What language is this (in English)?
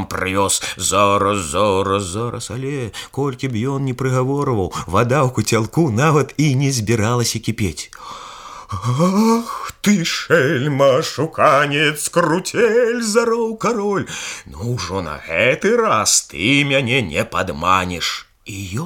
Belarusian